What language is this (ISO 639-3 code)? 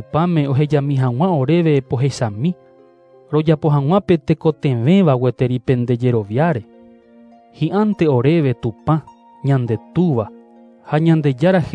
grn